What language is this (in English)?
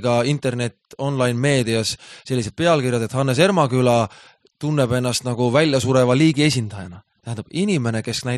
Estonian